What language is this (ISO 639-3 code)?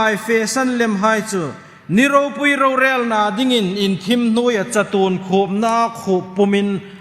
hmr